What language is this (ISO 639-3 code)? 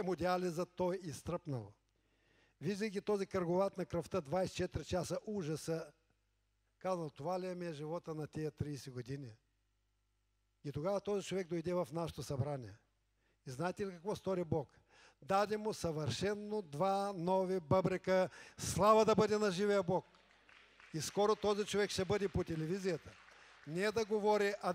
bul